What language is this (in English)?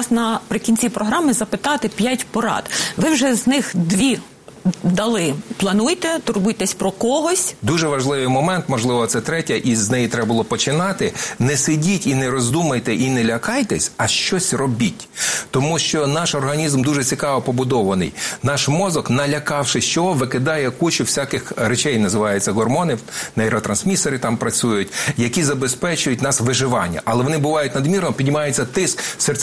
Ukrainian